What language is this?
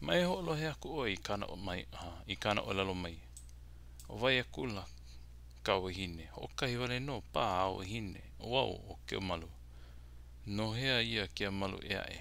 Hawaiian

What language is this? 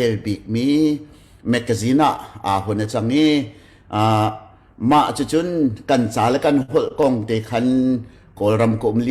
Hakha Chin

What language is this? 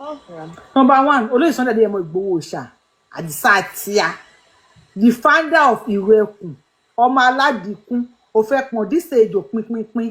Yoruba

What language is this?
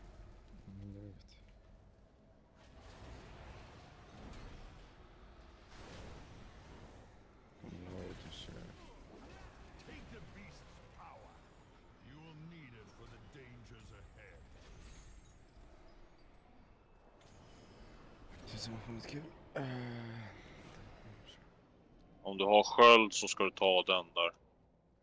Swedish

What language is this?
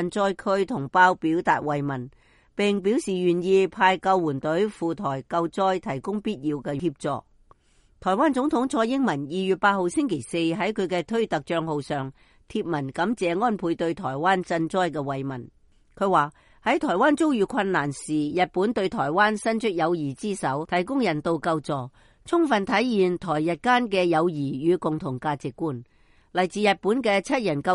Cantonese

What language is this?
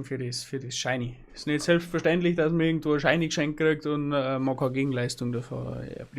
Bavarian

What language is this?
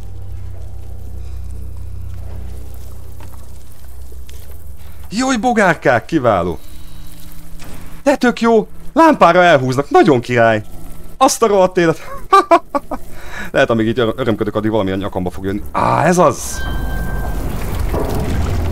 Hungarian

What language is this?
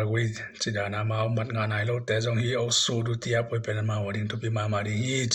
Tedim Chin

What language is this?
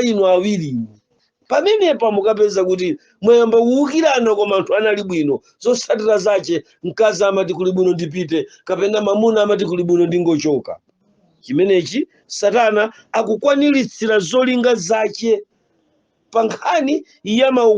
Nyanja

